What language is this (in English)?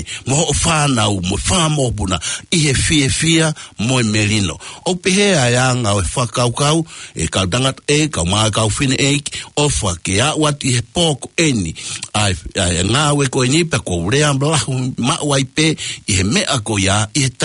Tongan